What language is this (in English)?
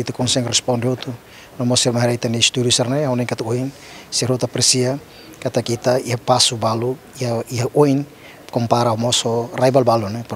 Tetum